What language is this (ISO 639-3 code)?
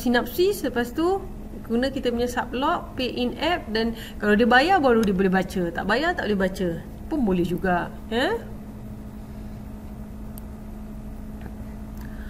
msa